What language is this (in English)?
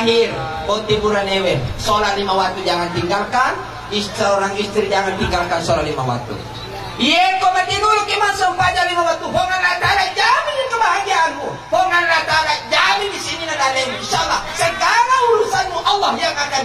Buginese